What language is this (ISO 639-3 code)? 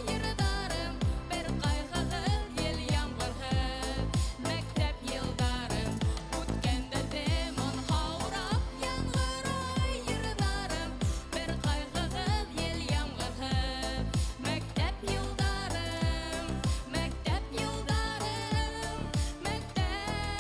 bak